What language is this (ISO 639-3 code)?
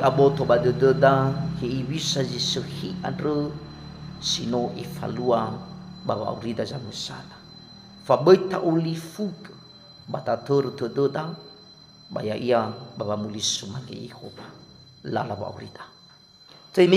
nia